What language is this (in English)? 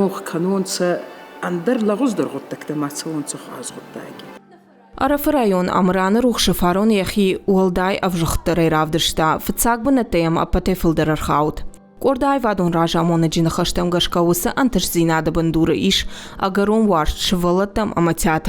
Ossetic